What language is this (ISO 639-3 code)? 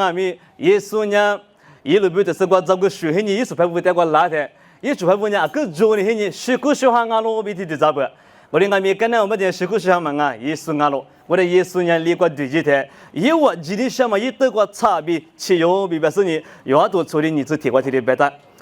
lis